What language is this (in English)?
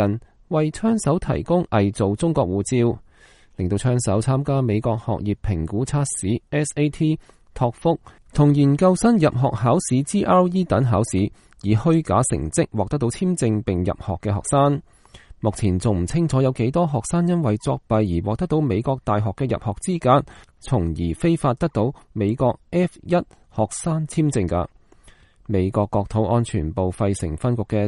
Cantonese